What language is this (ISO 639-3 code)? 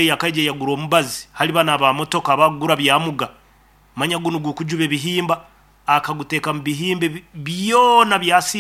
nyn